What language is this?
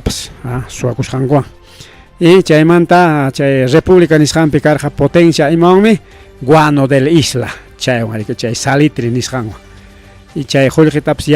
Ayacucho Quechua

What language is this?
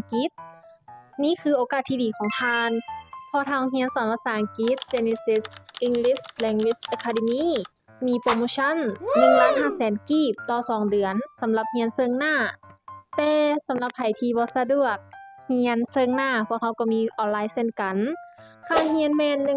Lao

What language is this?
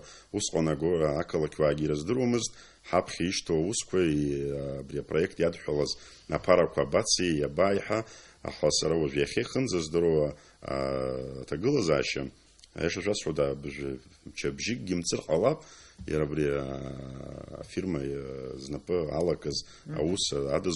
Abkhazian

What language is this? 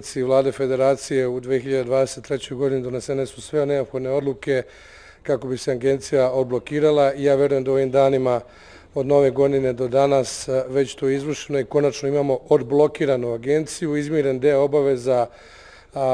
Bosnian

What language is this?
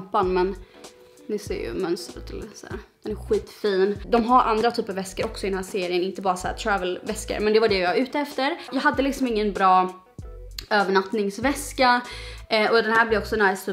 Swedish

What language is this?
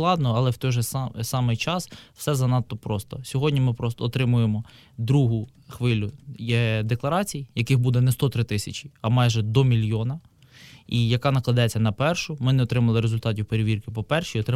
Ukrainian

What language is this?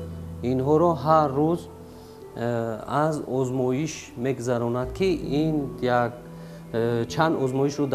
Tajik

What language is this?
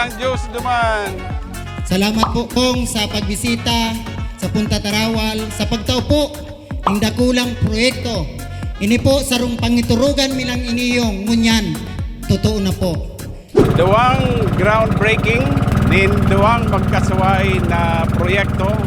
Bikol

